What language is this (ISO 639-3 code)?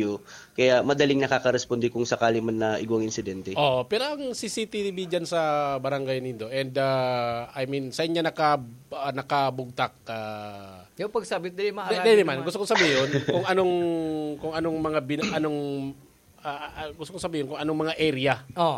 bik